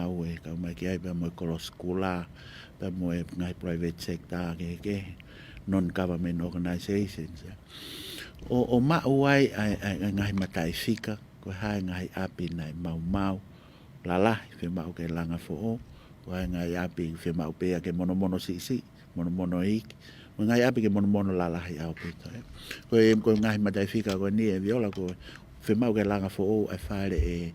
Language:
Tongan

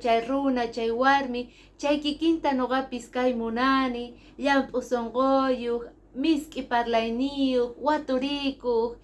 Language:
Quechua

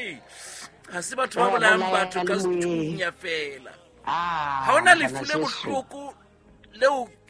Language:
Southern Sotho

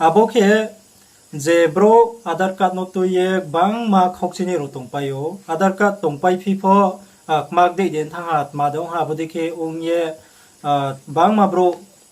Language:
Riang (India)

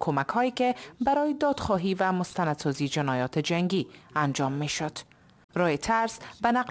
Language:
Persian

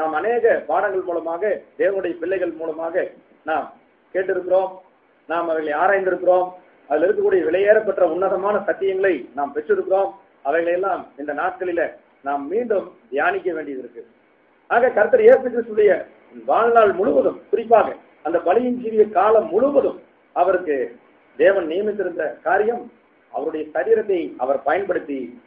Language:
Tamil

